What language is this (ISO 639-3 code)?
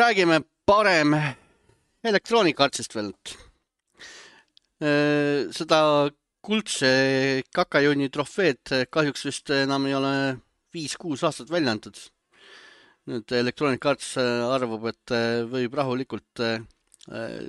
est